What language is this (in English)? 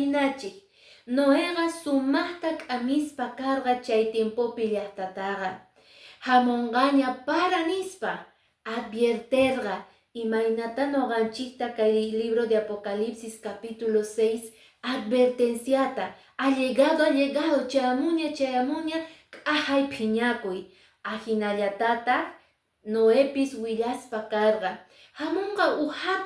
Quechua